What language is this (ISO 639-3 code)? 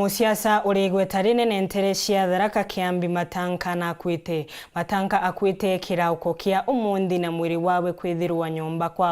mer